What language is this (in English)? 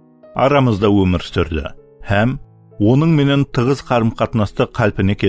Kara-Kalpak